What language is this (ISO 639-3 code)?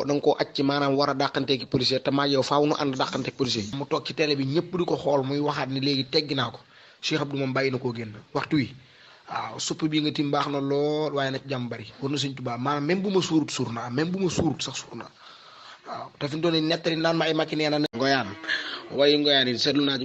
wol